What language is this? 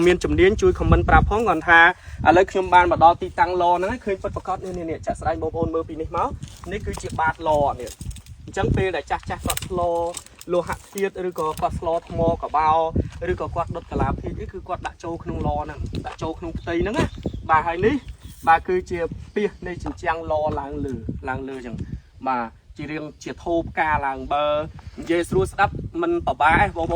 Khmer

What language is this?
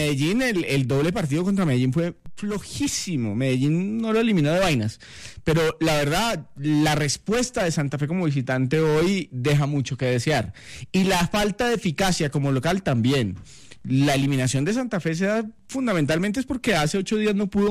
Spanish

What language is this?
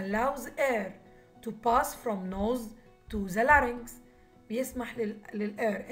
Egyptian Arabic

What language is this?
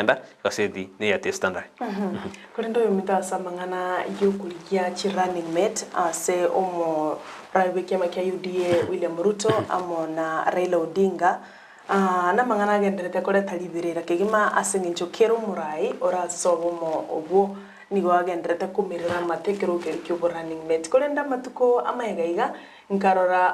Gusii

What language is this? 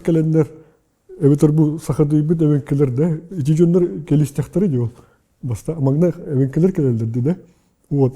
Yakut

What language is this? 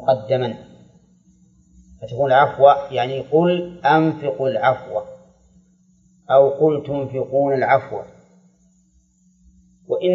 Arabic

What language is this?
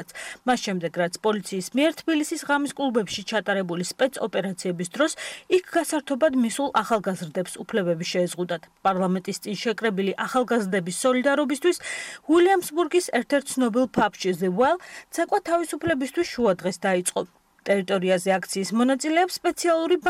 Georgian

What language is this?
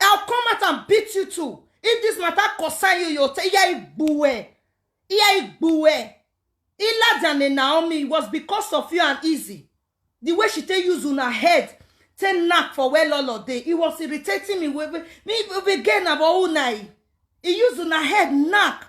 Nigerian Pidgin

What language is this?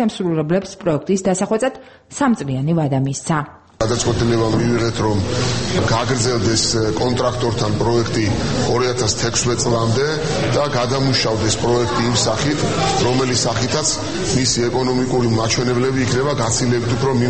Georgian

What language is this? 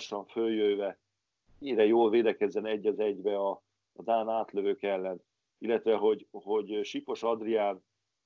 Hungarian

